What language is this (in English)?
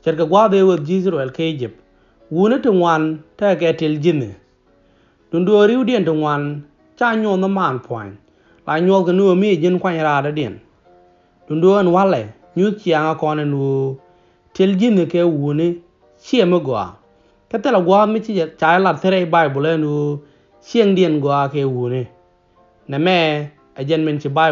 Nuer